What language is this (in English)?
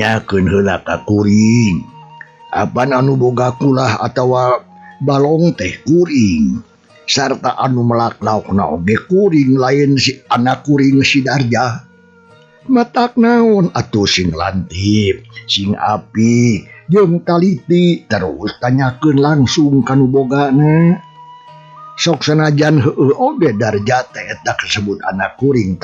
Sundanese